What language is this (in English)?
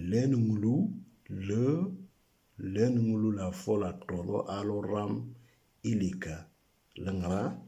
Moro